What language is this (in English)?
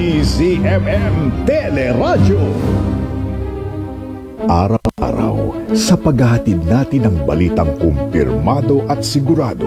Filipino